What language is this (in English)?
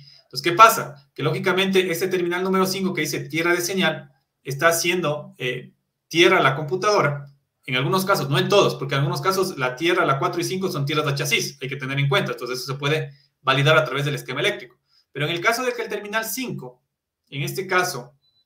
Spanish